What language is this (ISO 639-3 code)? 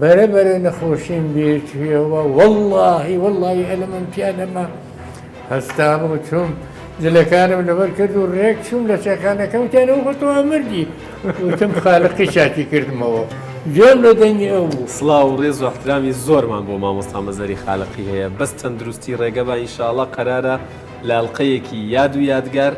ckb